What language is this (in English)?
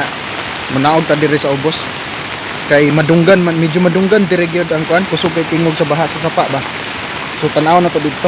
Cebuano